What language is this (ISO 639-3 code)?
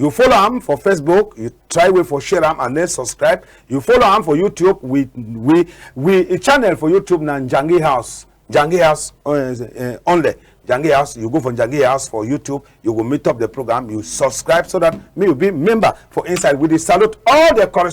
wes